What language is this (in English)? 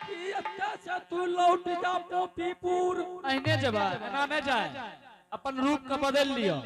Angika